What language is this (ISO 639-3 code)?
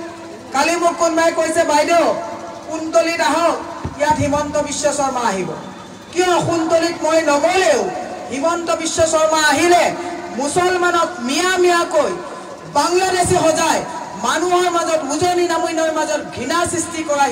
asm